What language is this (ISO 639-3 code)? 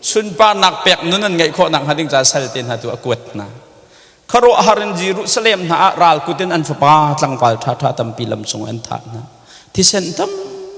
cnh